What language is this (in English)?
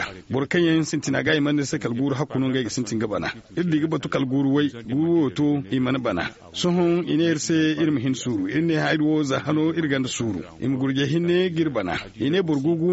Zarma